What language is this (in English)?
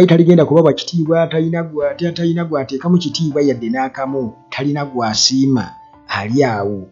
Ganda